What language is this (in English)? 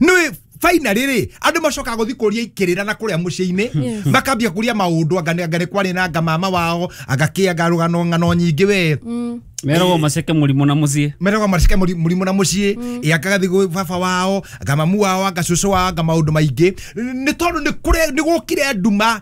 Kikuyu